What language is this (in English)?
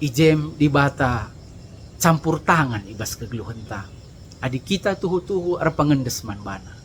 Batak Karo